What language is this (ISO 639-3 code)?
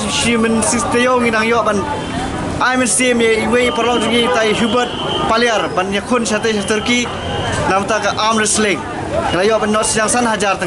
kha